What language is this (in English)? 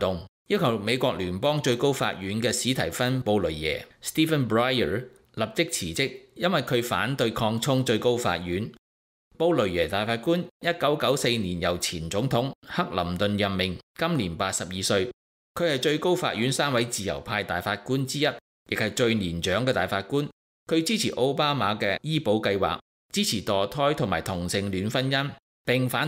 Cantonese